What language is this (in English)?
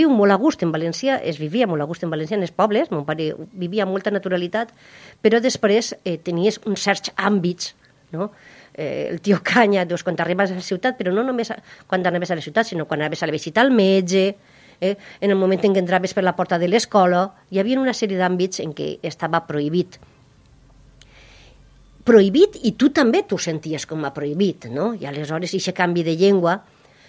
Catalan